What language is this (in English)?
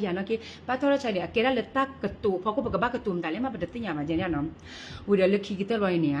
S'gaw Karen